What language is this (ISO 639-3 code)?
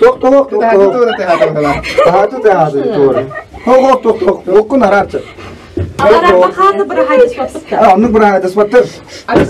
sah